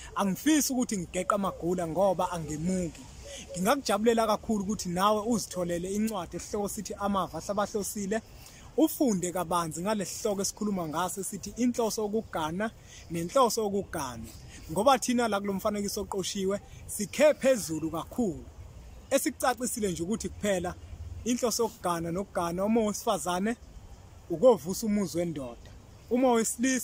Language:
Zulu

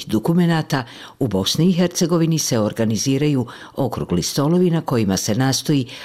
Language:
Bosnian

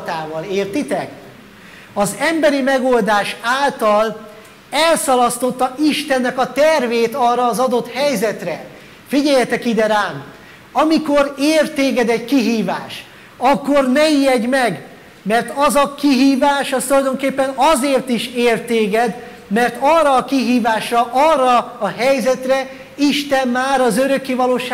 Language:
Hungarian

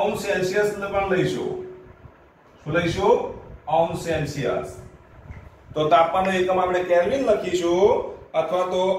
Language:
Gujarati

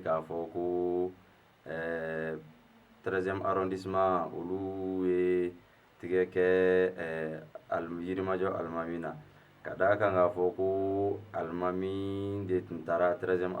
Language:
Bambara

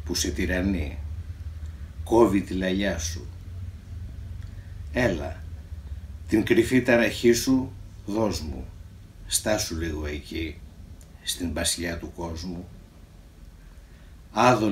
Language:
Greek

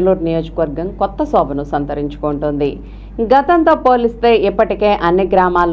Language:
Telugu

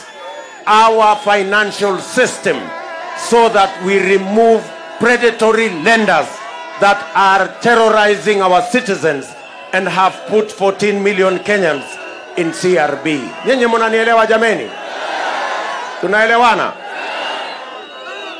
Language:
Swahili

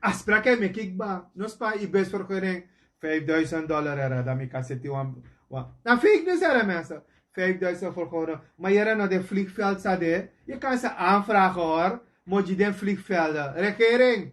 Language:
Sranan Tongo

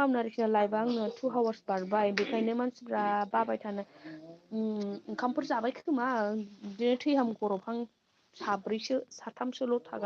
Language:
Bodo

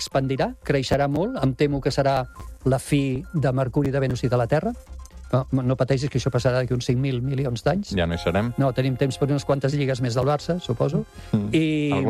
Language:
Catalan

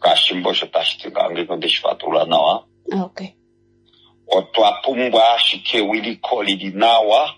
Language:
Kuanyama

